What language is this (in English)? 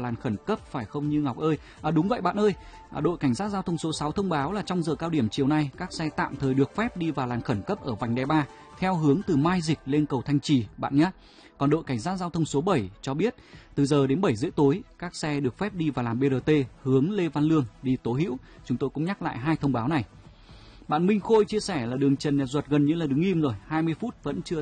Vietnamese